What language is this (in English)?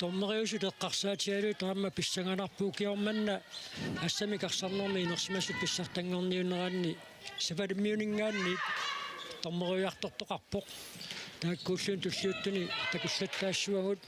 Kalaallisut